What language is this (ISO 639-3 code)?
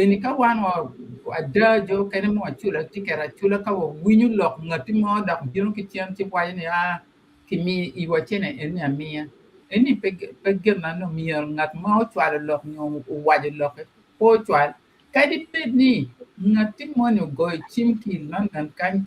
ach